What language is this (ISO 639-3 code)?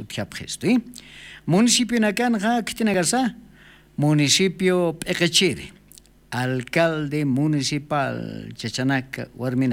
aym